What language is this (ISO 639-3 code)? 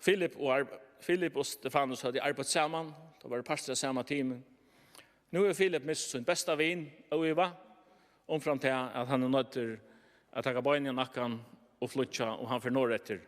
fao